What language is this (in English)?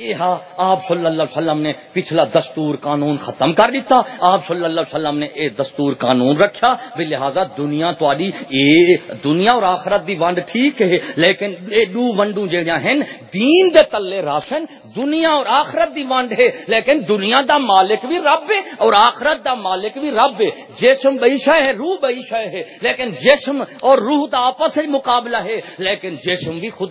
Saraiki